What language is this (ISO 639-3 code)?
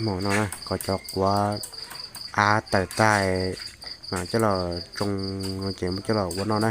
hmn